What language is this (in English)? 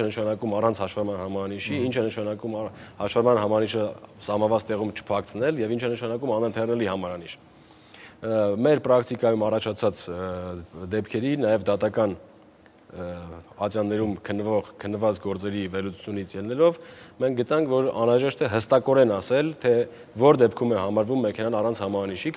Armenian